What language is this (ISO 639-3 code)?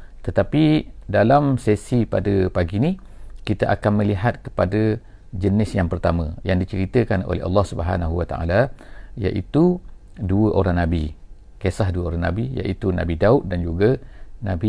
msa